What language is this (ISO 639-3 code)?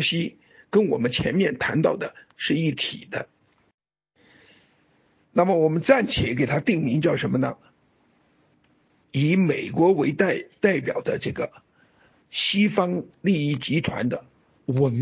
zho